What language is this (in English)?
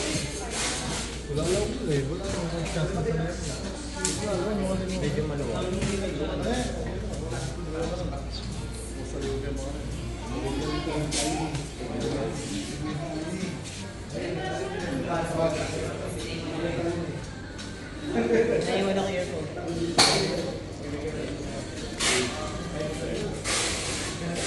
Filipino